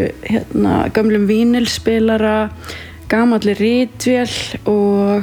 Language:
Icelandic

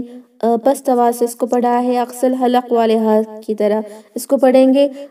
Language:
Urdu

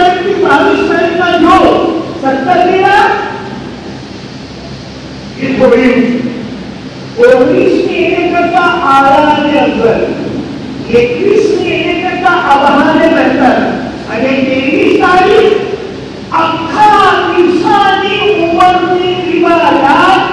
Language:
Urdu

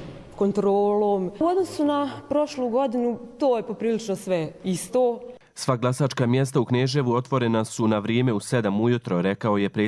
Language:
Croatian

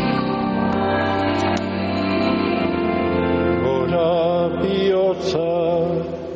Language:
Basque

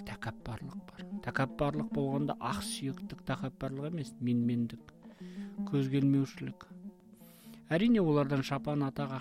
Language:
Kazakh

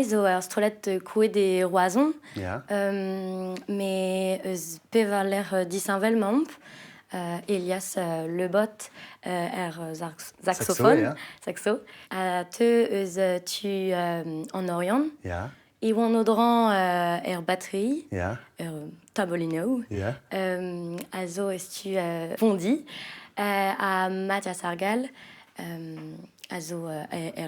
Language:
Breton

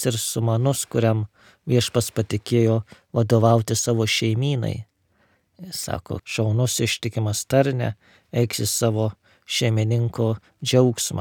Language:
Lithuanian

